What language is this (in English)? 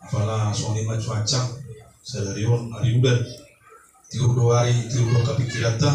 Batak Toba